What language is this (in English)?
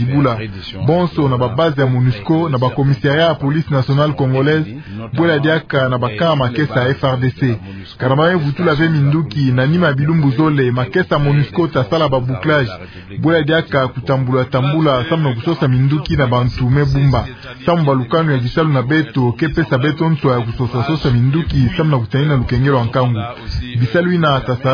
Kituba (Democratic Republic of Congo)